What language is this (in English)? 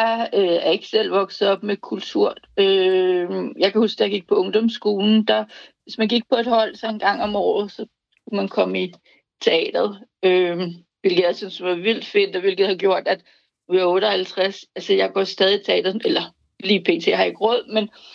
Danish